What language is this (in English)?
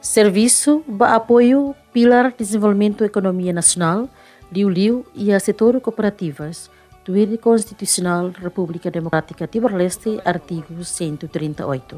Tetum